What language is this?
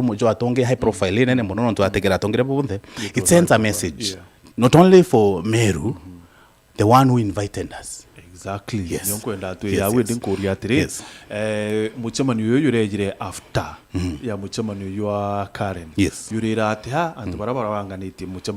Meru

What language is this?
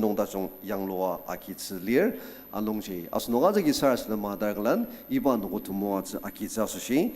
Ao Naga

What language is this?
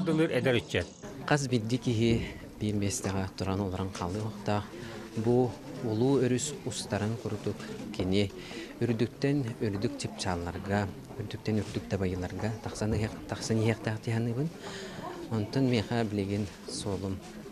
Yakut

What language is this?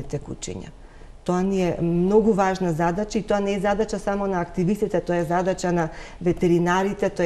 Macedonian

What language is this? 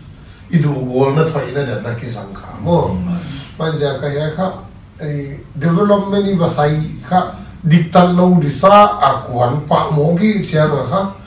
Paite Chin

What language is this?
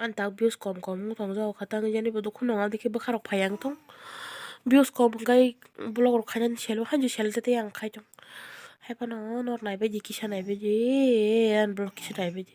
Kok Borok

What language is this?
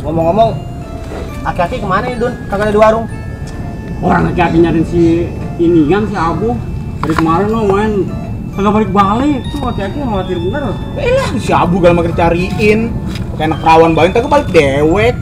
Betawi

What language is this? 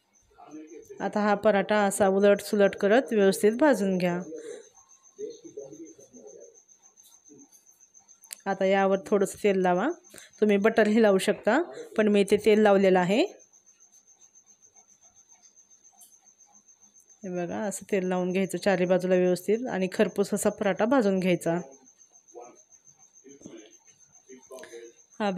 Marathi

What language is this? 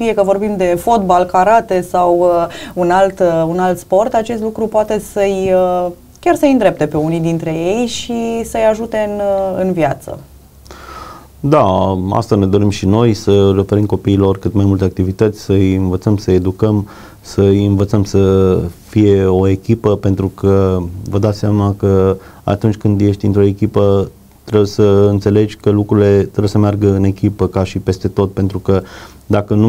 Romanian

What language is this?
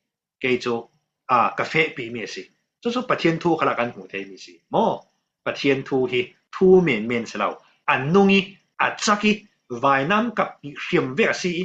Falam Chin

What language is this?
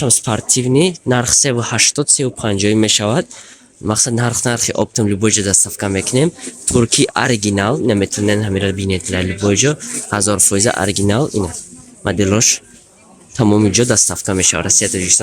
Tajik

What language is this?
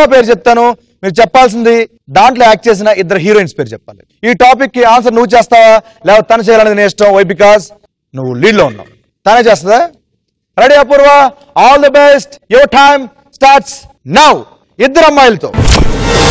Telugu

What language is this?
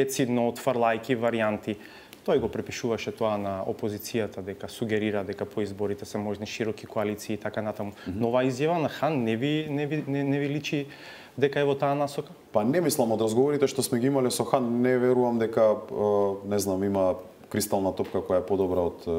Macedonian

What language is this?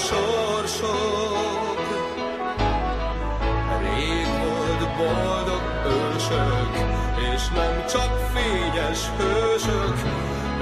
Hungarian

